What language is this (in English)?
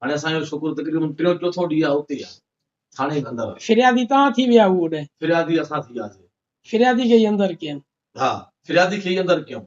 Sindhi